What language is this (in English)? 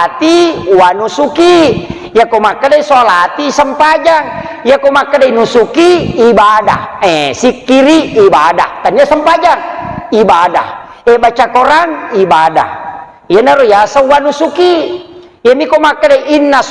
Buginese